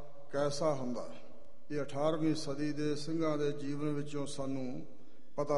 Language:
Punjabi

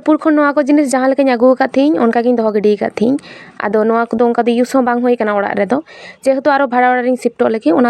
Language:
Santali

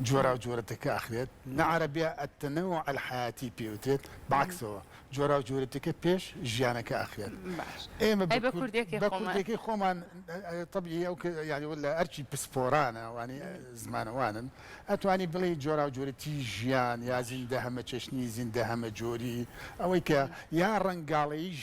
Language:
Central Kurdish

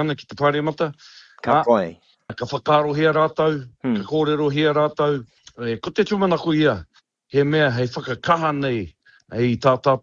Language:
Māori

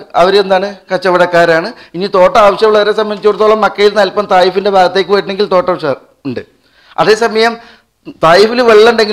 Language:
Malayalam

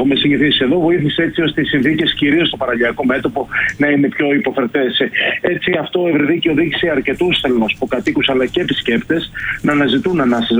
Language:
Greek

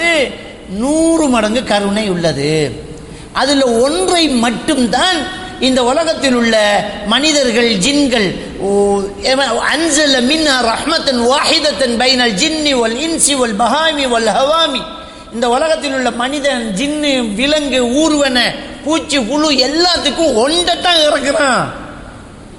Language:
Tamil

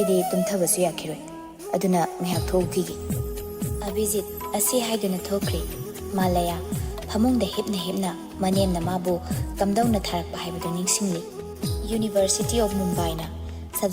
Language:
Manipuri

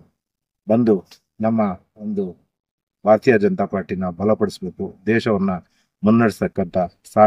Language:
Kannada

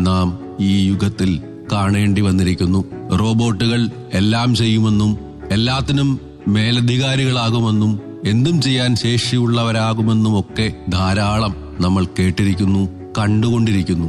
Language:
Malayalam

